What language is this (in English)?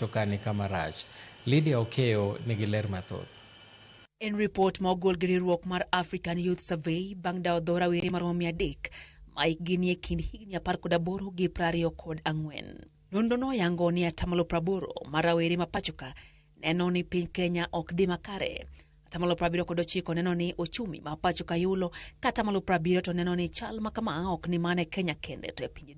Luo (Kenya and Tanzania)